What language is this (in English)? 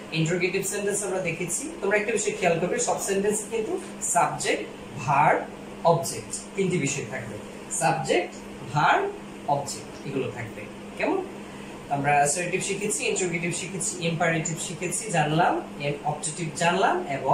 Bangla